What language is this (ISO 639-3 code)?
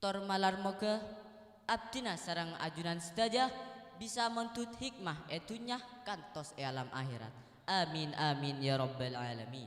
mad